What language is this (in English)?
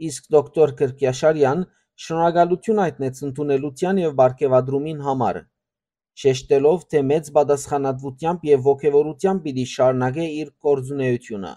Western Armenian